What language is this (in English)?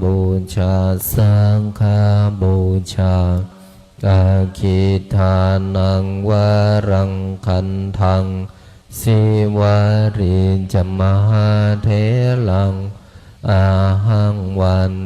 Pali